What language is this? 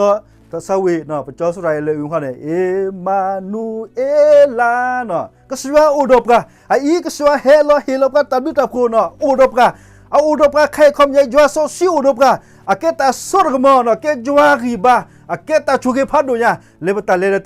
S'gaw Karen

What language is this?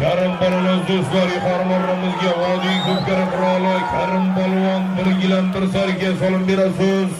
Uzbek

